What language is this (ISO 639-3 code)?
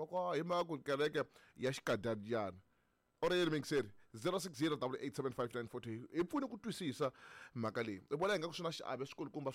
tso